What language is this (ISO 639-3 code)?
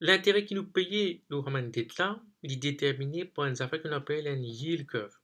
mfe